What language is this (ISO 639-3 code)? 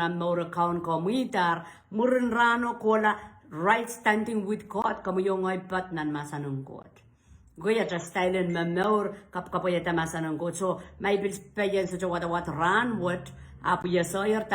pon